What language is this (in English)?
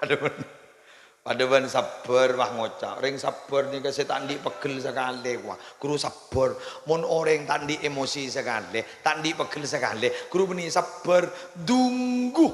Madurese